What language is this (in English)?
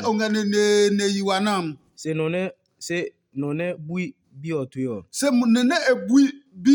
Adangme